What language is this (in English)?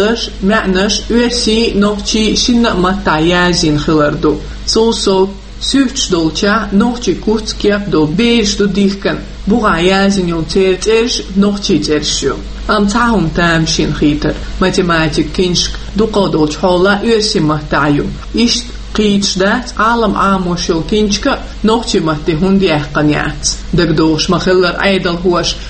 Chechen